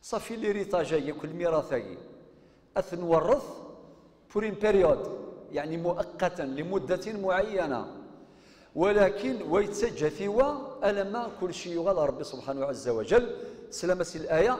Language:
Kabyle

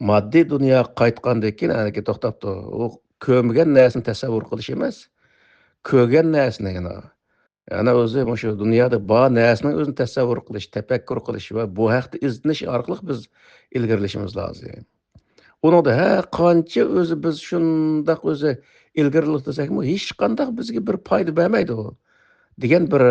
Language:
Uyghur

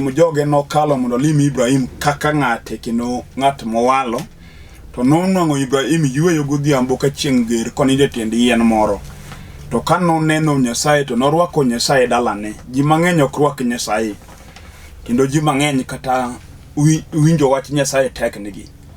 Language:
Luo (Kenya and Tanzania)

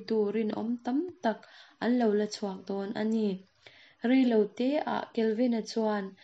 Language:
Mizo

